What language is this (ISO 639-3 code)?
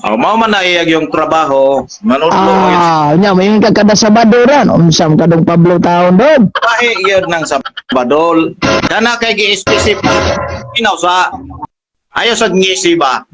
ceb